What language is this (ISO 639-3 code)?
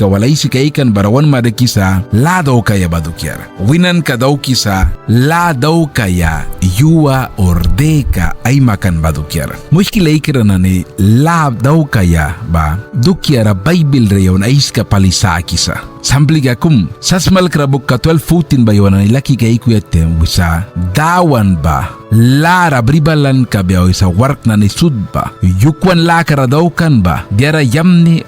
miq